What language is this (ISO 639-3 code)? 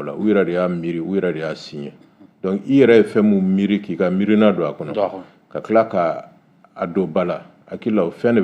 bam